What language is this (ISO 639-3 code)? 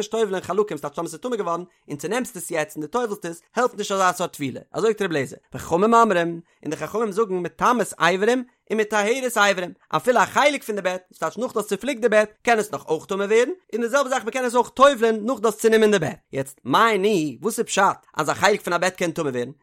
yid